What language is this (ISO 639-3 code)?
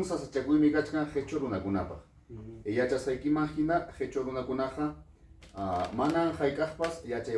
quy